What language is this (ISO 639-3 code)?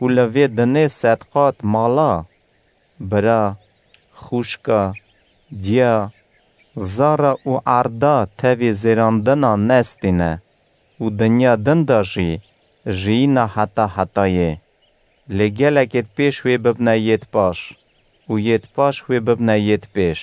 kur